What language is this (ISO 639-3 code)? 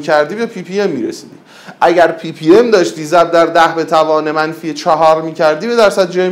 fas